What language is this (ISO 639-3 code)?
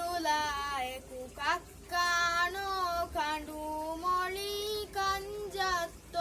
div